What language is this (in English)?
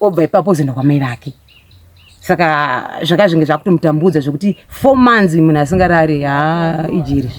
Shona